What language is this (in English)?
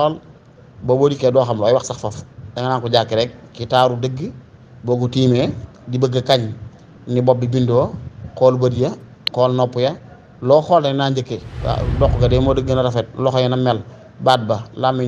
Wolof